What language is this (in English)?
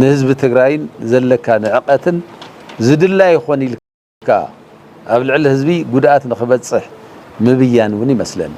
Tigrinya